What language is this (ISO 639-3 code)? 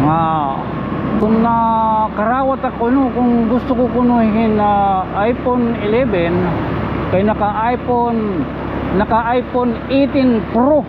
war